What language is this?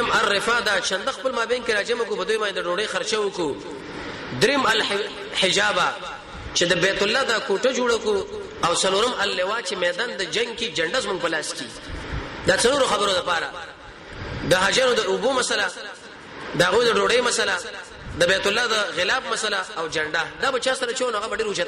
Pashto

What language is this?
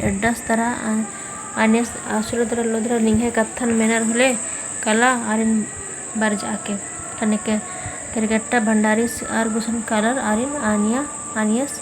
Kurukh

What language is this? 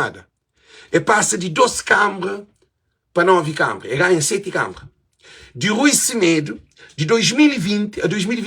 Kabuverdianu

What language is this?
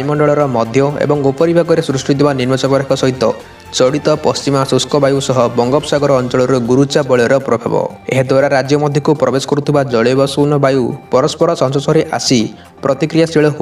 Odia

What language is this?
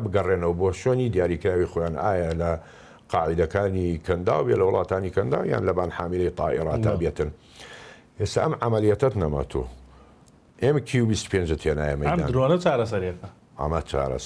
Central Kurdish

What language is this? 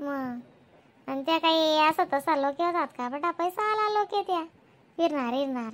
Khandesi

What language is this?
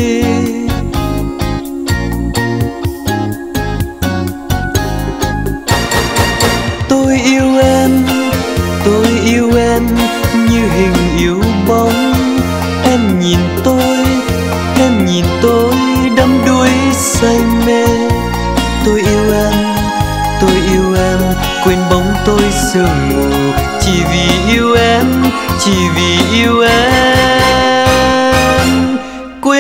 Vietnamese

